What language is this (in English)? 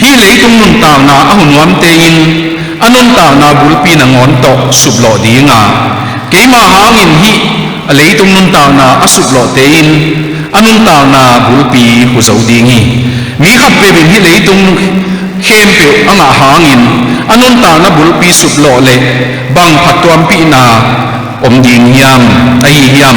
Tedim Chin